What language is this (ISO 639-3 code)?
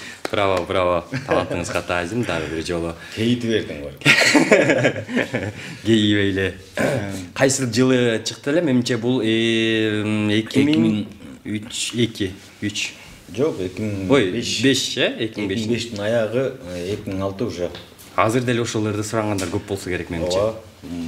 kir